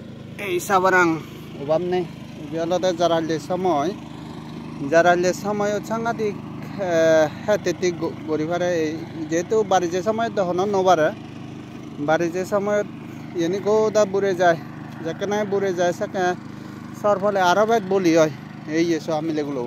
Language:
Chakma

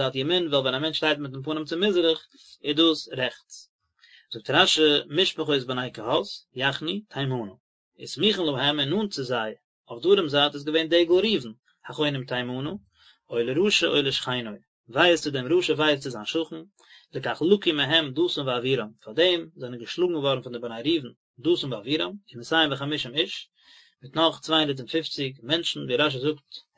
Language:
Yiddish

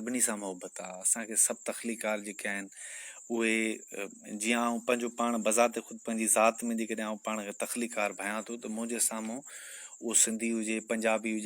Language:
Sindhi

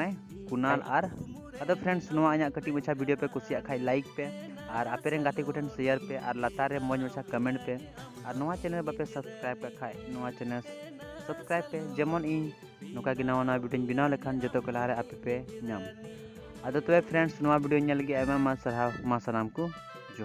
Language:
Santali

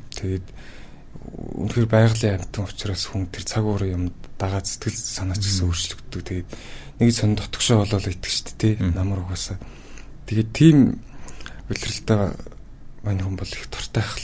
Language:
Mongolian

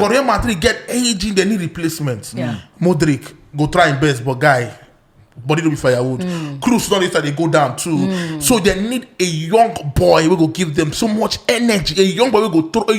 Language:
Nigerian Pidgin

